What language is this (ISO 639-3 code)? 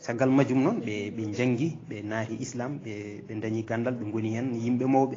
ful